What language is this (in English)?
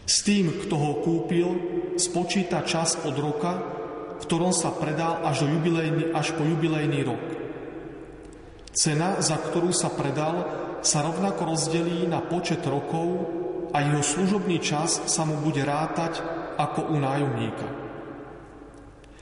Slovak